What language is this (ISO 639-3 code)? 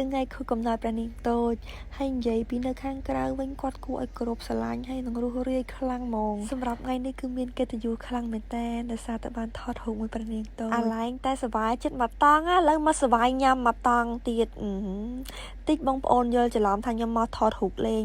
khm